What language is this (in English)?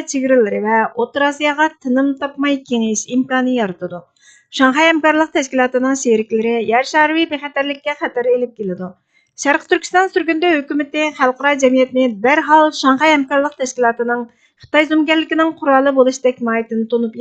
Uyghur